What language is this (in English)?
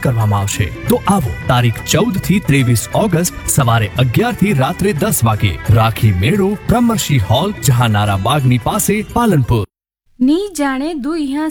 Gujarati